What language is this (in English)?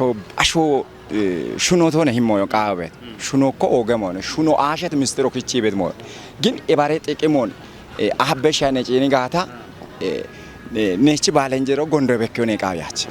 Kafa